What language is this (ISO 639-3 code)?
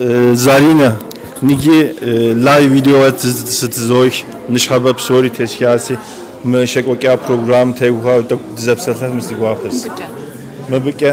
kbd